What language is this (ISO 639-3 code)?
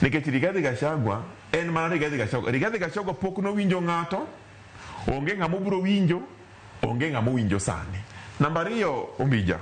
luo